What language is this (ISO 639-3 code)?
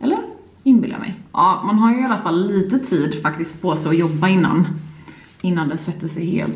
swe